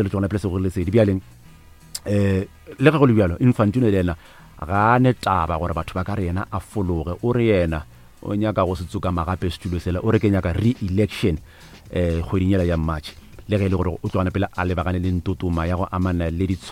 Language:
Northern Sotho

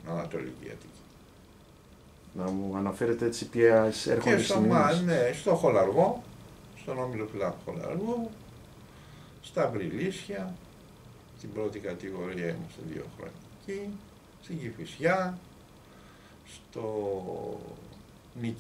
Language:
Greek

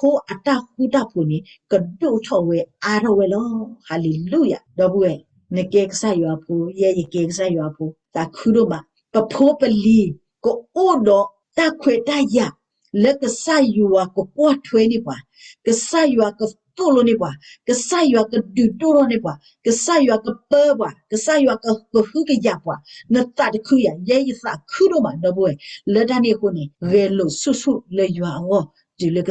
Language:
S'gaw Karen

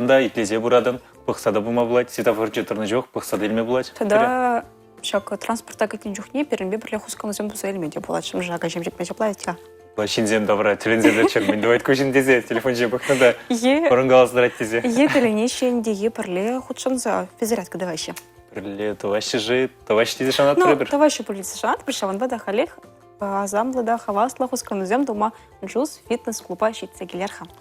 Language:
Chuvash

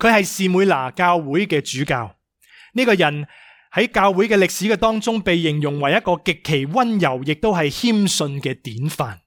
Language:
Cantonese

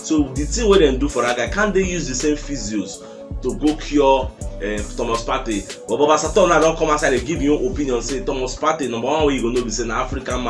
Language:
Nigerian Pidgin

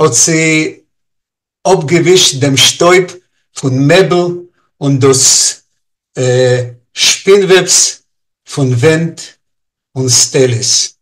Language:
Yiddish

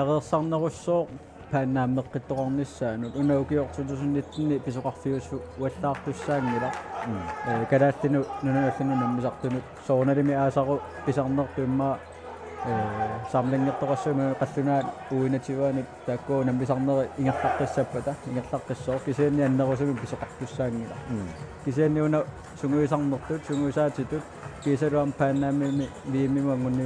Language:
Kalaallisut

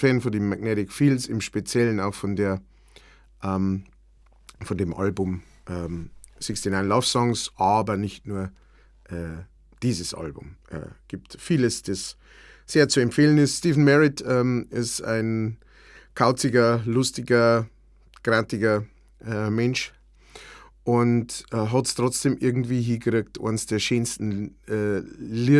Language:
Bavarian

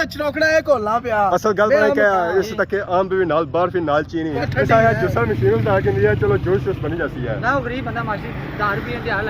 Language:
Pahari-Potwari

